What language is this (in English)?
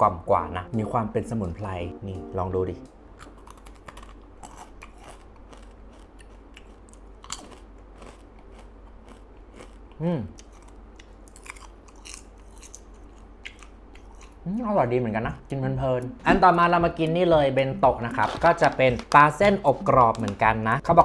Thai